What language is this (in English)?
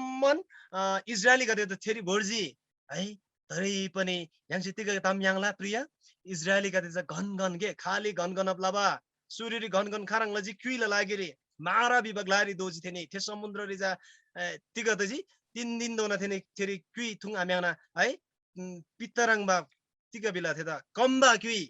Eastern Tamang